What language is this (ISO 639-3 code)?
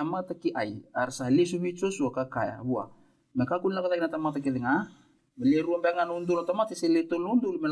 fij